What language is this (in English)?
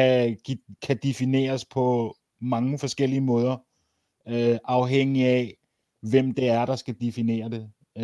Danish